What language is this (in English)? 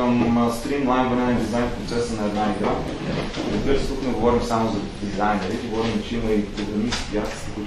Bulgarian